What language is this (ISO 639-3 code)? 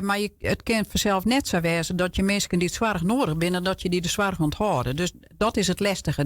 fry